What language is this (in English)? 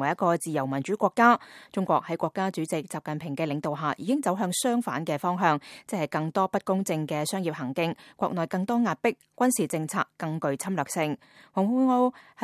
Cantonese